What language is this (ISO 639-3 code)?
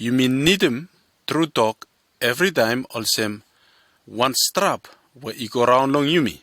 bis